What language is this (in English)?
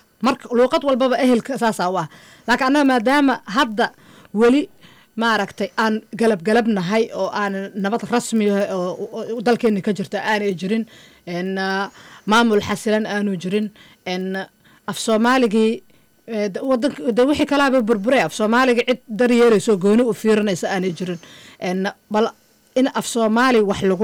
Somali